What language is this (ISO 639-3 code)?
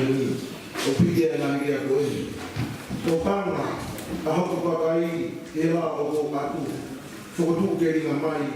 ton